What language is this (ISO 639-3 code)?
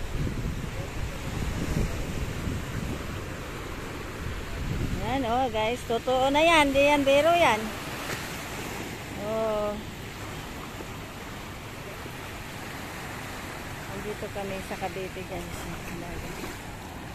fil